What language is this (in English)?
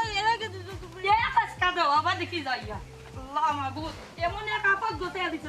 Sylheti